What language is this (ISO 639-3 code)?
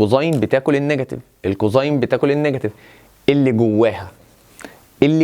arz